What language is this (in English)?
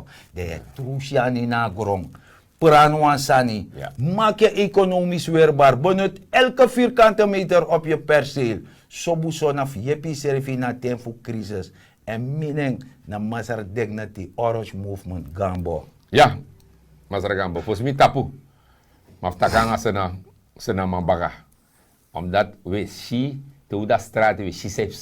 Sranan Tongo